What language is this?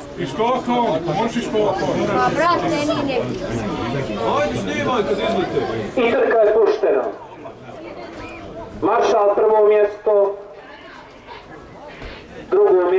Croatian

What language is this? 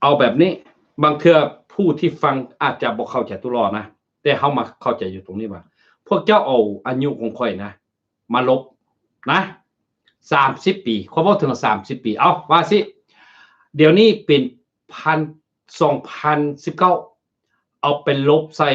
Lao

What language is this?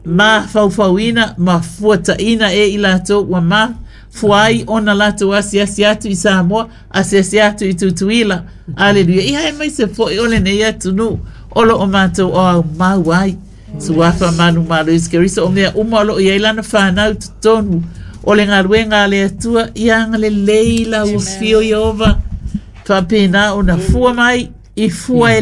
Samoan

